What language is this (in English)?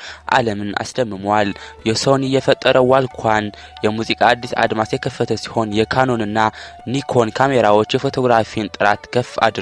Amharic